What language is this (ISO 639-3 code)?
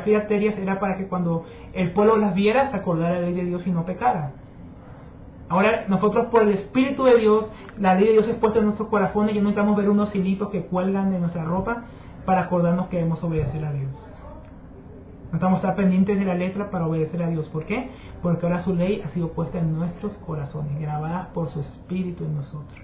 spa